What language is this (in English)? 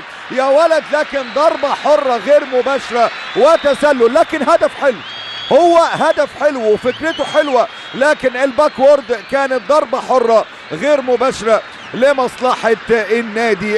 Egyptian Arabic